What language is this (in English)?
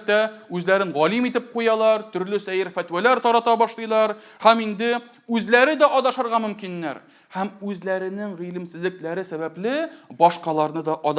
Tatar